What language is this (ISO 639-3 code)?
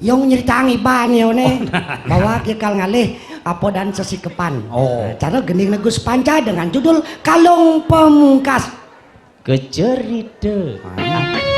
ban